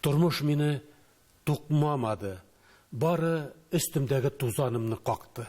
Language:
Tatar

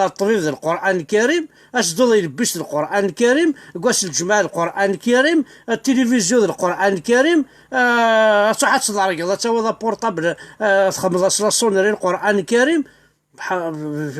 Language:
Kabyle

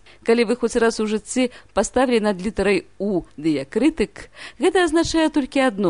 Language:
Belarusian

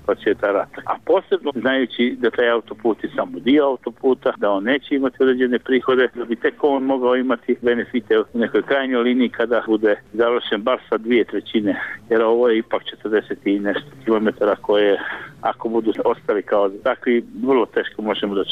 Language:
Croatian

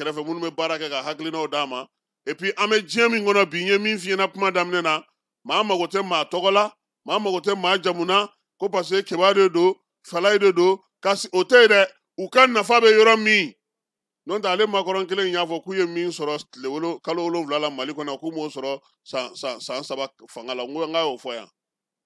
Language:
Bambara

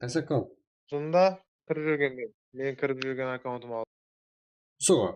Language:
Kara-Kalpak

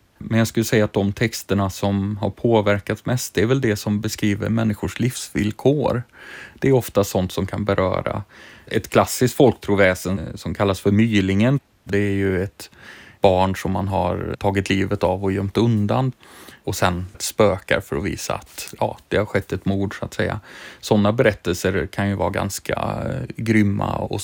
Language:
Swedish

